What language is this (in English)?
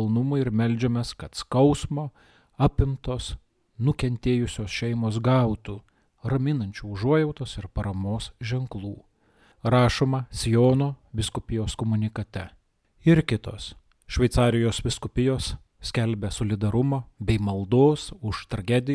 Lithuanian